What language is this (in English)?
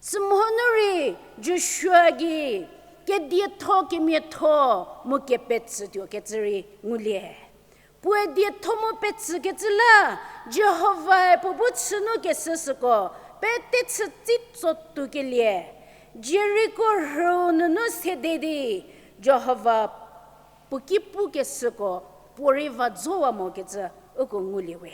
Angami Naga